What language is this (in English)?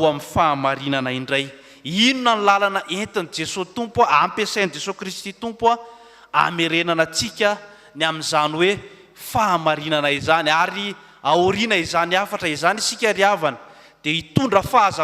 Malagasy